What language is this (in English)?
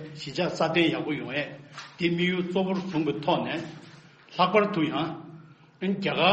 Tibetan